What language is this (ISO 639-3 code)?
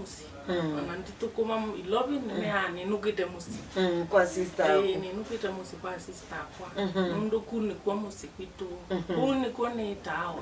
kam